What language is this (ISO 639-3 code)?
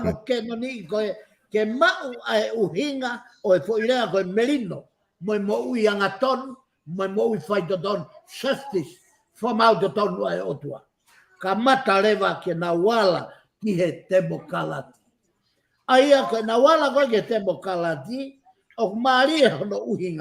ton